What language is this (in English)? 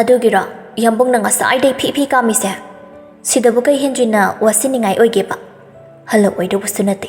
Manipuri